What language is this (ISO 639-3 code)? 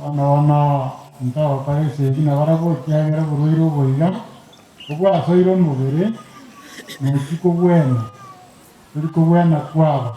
guz